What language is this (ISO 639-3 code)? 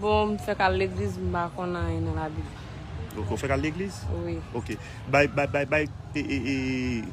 hat